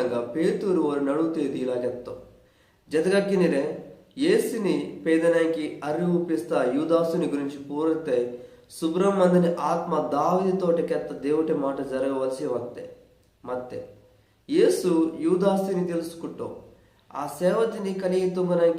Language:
Koya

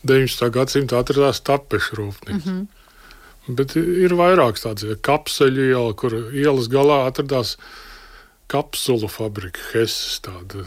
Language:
Latvian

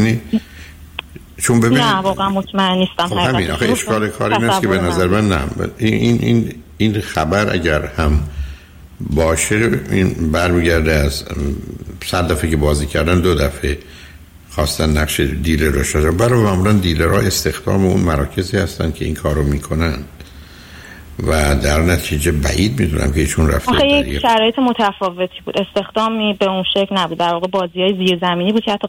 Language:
Persian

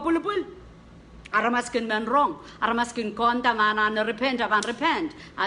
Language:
Pohnpeian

